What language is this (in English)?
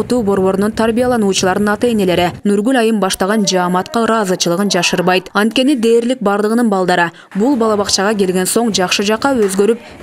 Kyrgyz